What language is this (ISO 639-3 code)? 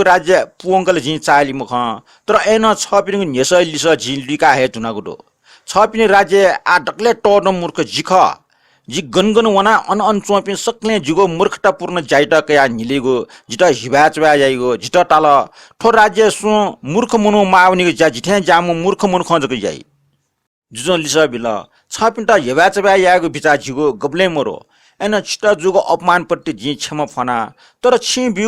new